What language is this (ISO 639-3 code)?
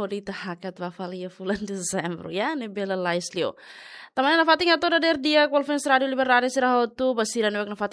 tet